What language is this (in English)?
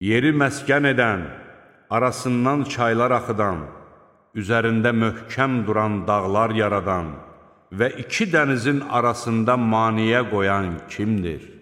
Azerbaijani